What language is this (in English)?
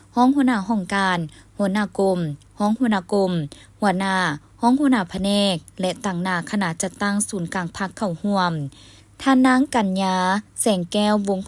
Lao